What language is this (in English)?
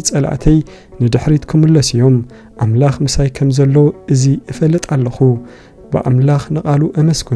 Tigrinya